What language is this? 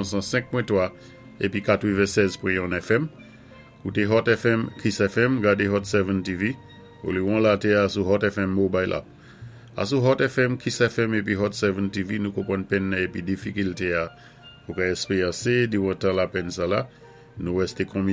Saint Lucian Creole French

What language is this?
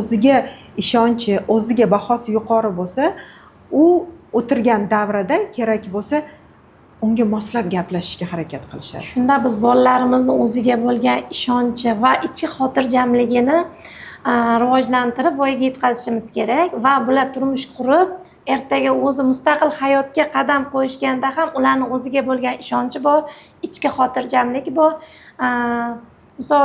Uzbek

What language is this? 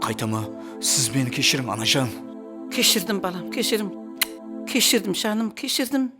Kara-Kalpak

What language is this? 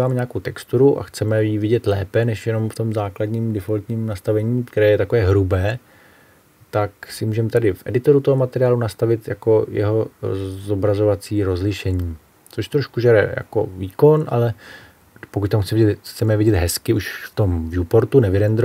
Czech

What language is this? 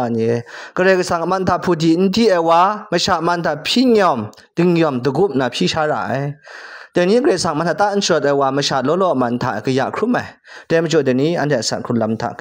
Kachin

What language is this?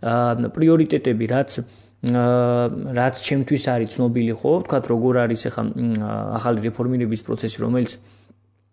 Georgian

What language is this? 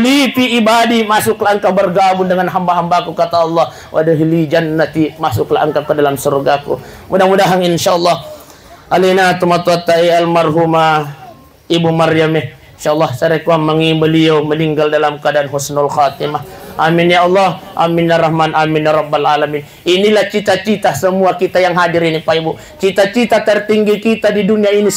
Buginese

